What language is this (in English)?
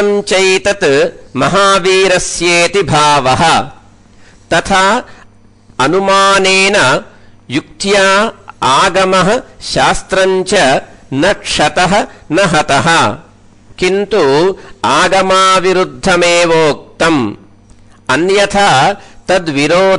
Sanskrit